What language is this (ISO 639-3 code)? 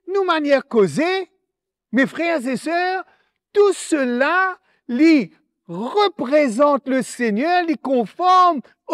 mfe